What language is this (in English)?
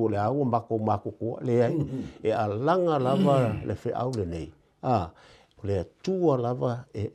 Samoan